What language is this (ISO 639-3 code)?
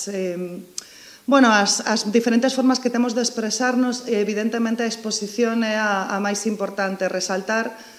glg